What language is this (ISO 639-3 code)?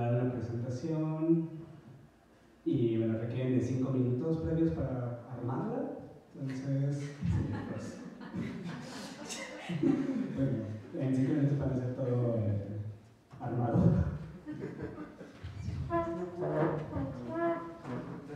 spa